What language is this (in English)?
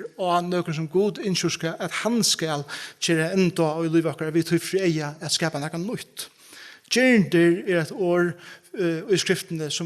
Faroese